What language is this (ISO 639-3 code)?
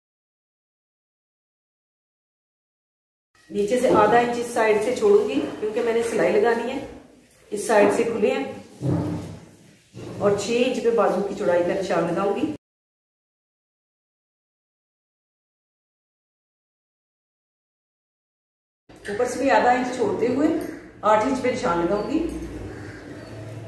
hin